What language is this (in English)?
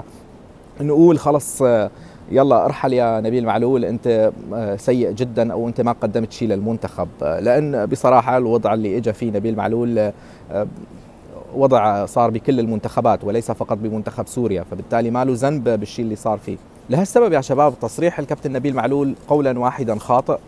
North Levantine Arabic